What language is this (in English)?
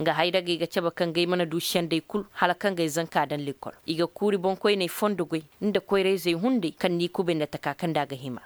Koyraboro Senni